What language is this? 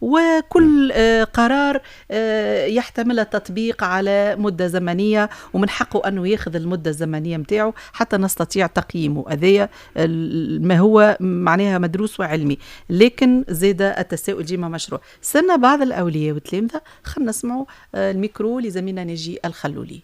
Tunisian Arabic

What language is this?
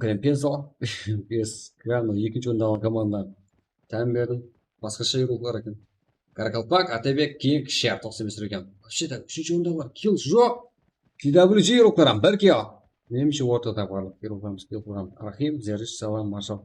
Kara-Kalpak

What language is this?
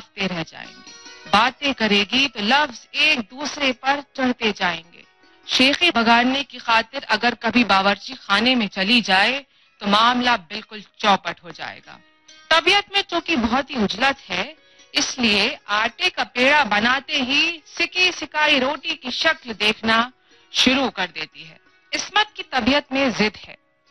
Urdu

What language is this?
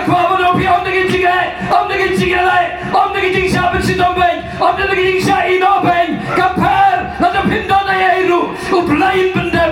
Khasi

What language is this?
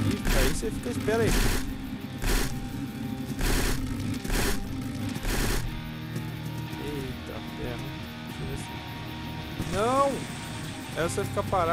Portuguese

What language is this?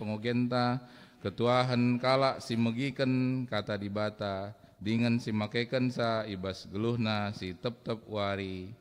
Batak Karo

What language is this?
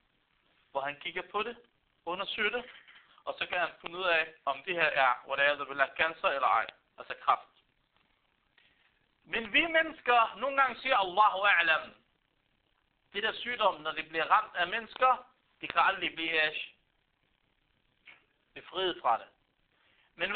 Danish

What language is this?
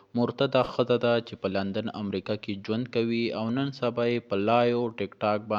Pashto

